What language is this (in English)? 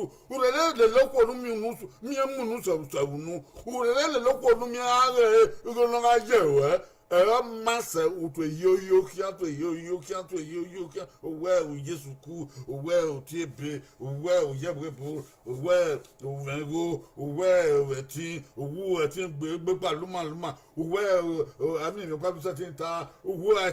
Bini